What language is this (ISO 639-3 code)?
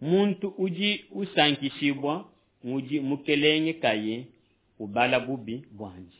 lua